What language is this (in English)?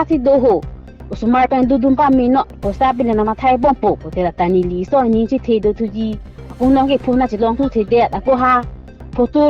Karbi